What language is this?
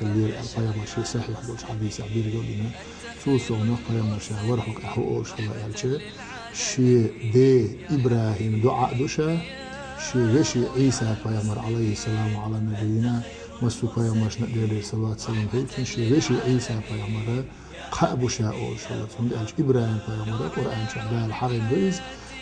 Chechen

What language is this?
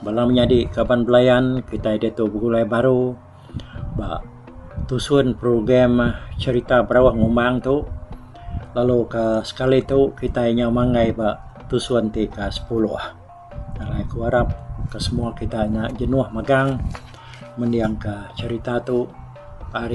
Iban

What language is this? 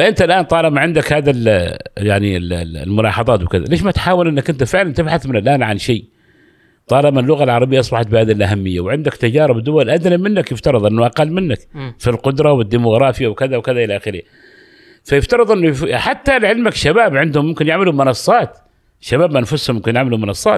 Gulf Arabic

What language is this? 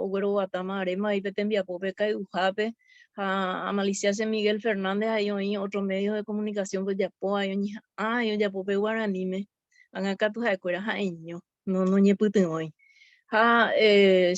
Guarani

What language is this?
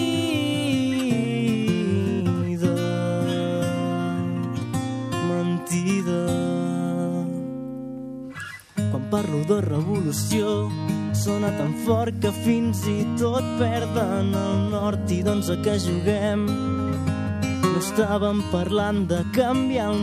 Catalan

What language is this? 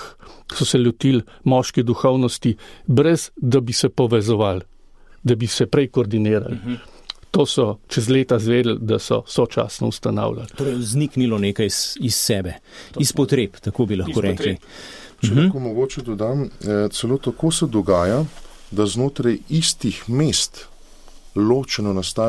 Slovenian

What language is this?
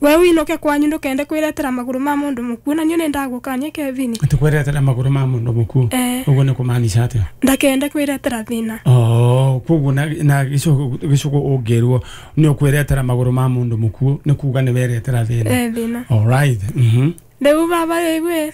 Kikuyu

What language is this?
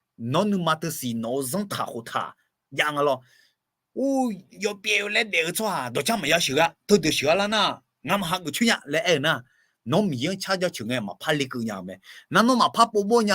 Akha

